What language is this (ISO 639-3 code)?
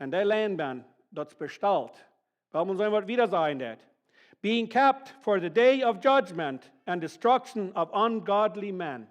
pdt